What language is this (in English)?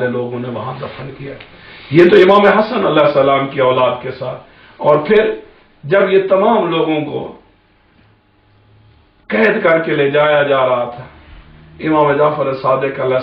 Urdu